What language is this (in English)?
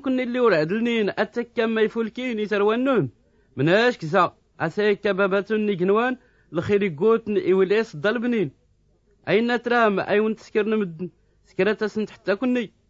Tachelhit